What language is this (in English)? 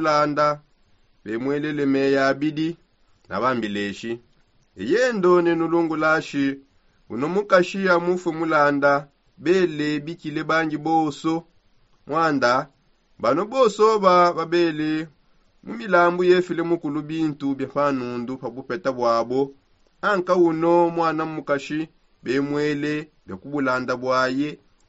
Songe